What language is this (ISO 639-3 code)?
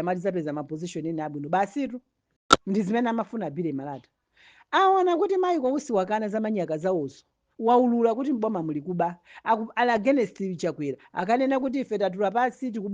nya